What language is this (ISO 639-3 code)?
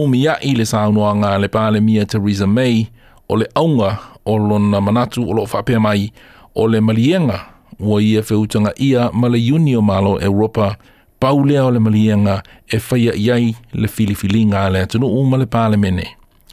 smo